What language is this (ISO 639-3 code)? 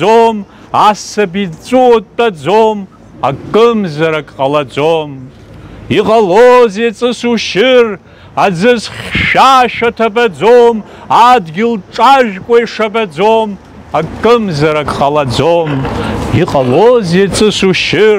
abk